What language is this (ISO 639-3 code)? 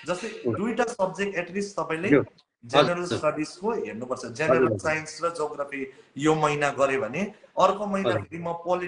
nep